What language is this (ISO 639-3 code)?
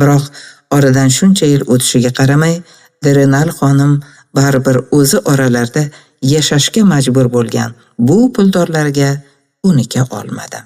uzb